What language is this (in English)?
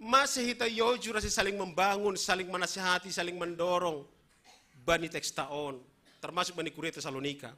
Batak Simalungun